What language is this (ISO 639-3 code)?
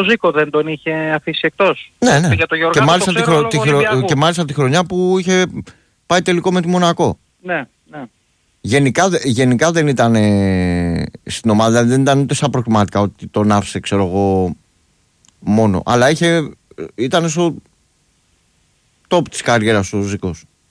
ell